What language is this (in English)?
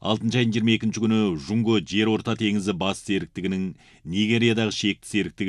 Kazakh